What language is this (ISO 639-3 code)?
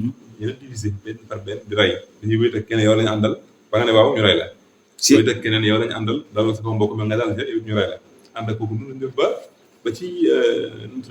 wol